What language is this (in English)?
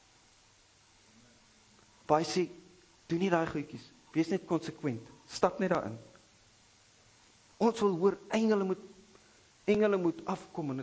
Afrikaans